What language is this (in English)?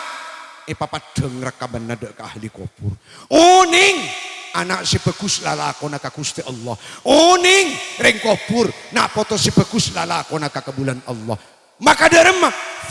Madurese